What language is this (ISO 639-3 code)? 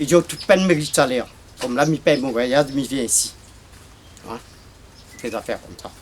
rcf